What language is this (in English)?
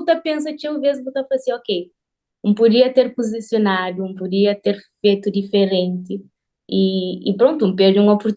Kabuverdianu